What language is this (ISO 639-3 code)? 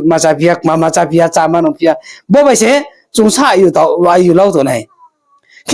ria